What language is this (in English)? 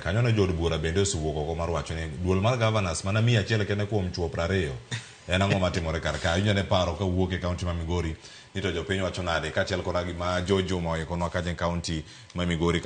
Luo (Kenya and Tanzania)